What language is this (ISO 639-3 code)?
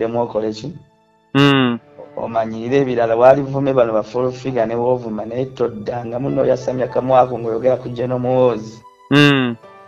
lug